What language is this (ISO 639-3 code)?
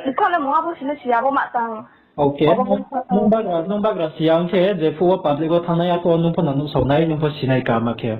ria